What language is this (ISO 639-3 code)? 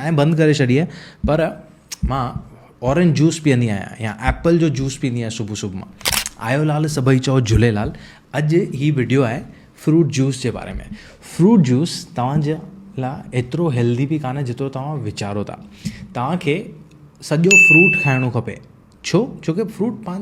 snd